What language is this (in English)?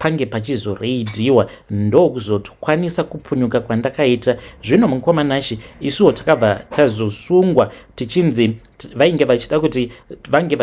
Shona